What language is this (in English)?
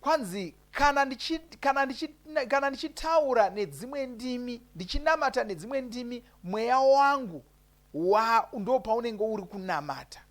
Shona